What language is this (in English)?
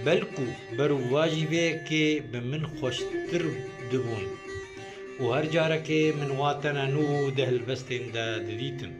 Kurdish